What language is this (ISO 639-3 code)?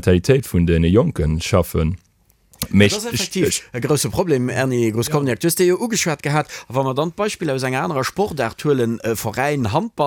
ltz